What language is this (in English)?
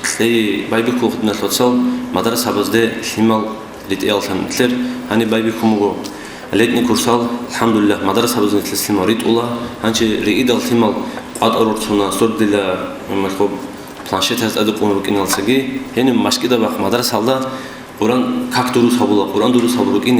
Avaric